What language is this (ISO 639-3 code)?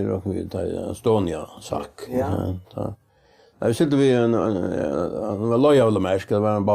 fao